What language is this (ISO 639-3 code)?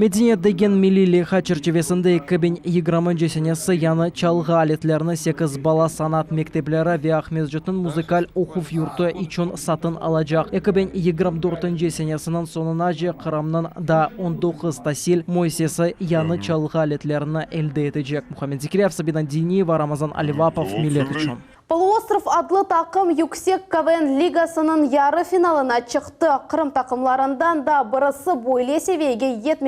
crh